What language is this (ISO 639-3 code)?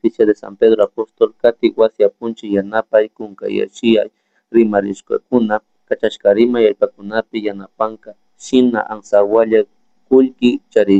qug